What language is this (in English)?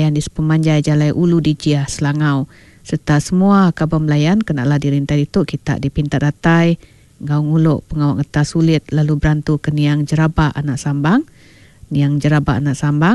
Iban